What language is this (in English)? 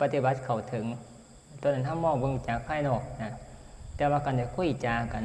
Northeastern Thai